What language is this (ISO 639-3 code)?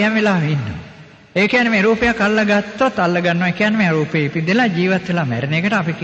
sin